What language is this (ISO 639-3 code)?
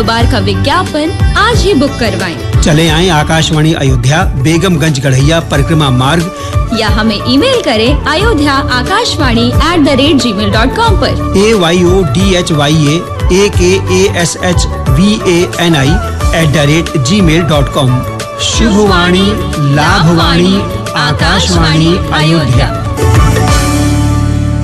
hin